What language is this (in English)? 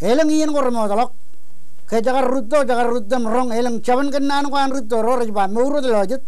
Marshallese